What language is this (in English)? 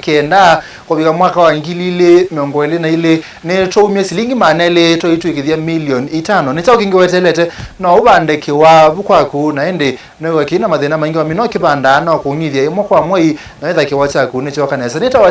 Kamba